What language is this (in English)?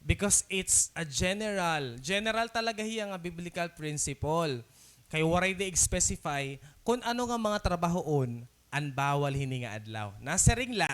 Waray